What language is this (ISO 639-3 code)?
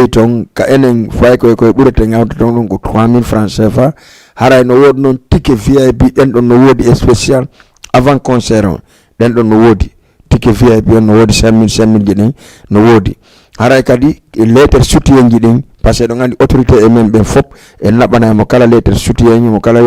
ful